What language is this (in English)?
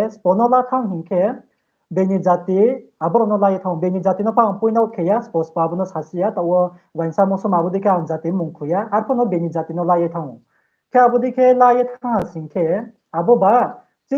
Riang (India)